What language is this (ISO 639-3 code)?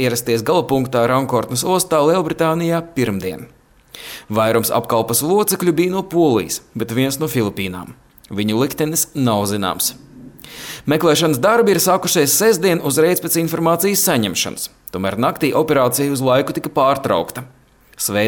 lav